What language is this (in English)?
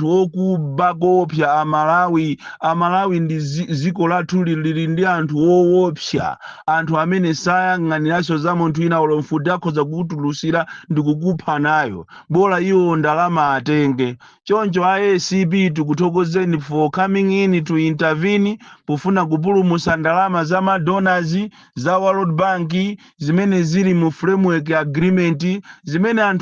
Nyanja